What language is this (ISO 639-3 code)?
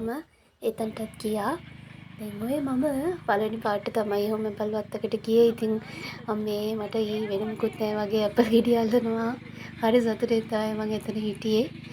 sin